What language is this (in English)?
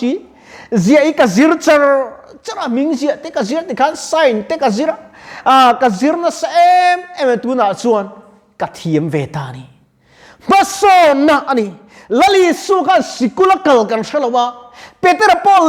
Mizo